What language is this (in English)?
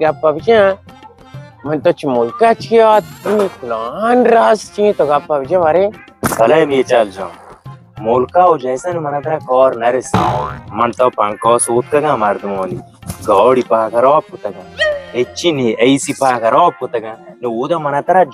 Baluchi